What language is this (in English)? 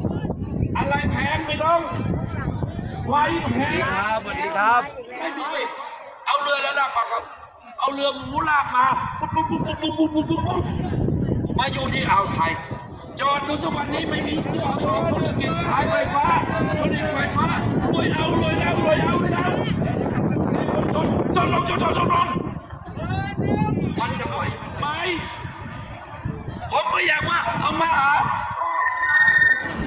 Thai